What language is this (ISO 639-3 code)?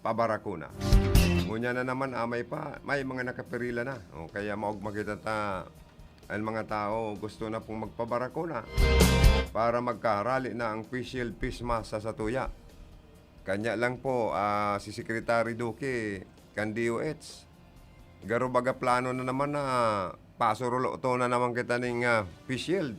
bik